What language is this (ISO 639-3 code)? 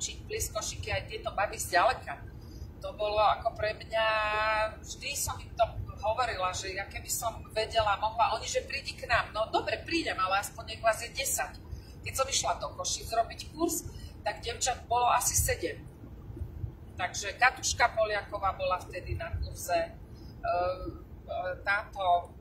slk